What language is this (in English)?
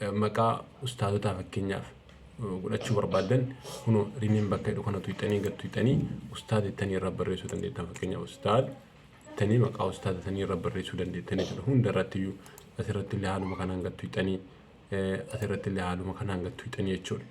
Oromo